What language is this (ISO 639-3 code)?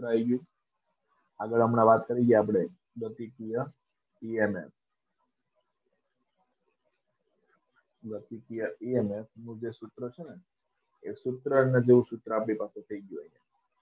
guj